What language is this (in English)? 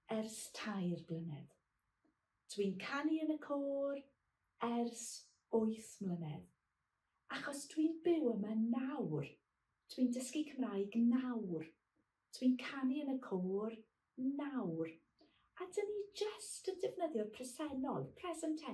Welsh